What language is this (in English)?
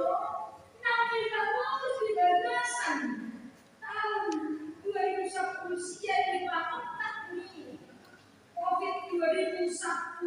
Batak Toba